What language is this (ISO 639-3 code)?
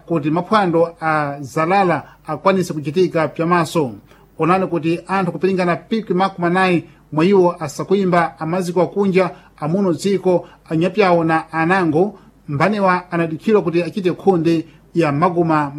seh